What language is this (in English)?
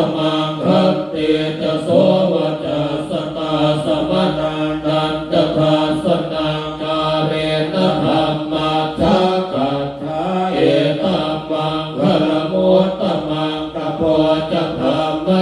Pali